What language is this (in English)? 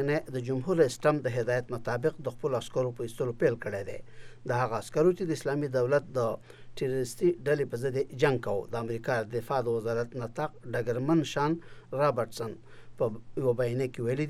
Pashto